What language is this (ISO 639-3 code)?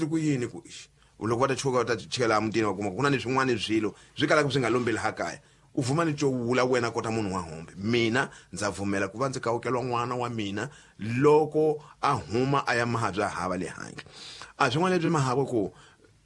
tso